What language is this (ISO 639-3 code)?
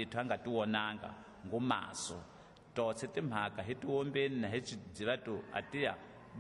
tso